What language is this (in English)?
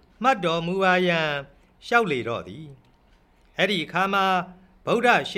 Burmese